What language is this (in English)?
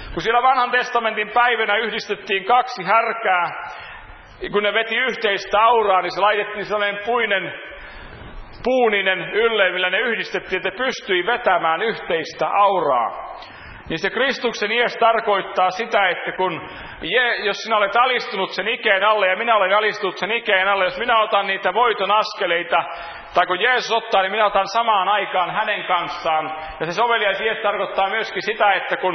Finnish